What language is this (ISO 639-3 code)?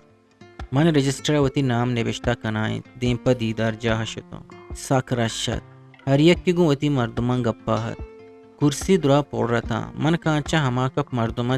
bgp